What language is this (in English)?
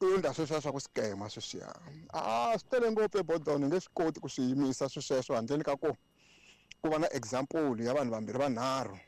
Tsonga